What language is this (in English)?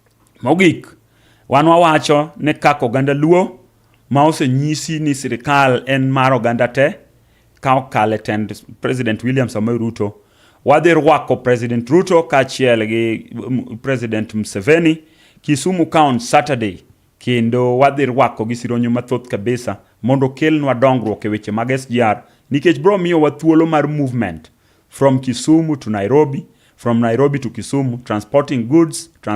Luo (Kenya and Tanzania)